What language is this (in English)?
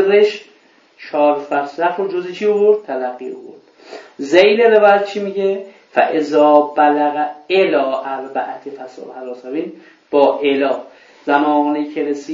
Persian